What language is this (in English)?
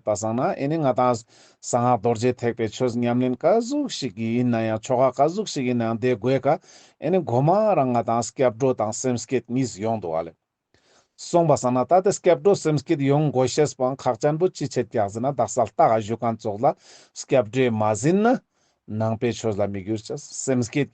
Ladakhi